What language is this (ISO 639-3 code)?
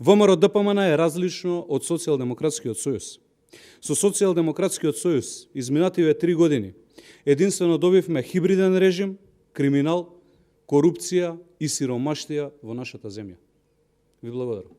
mkd